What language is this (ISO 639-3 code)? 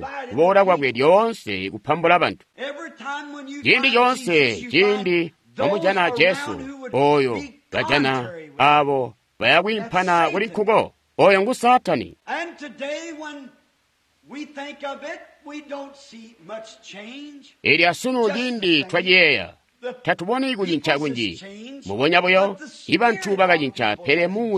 toi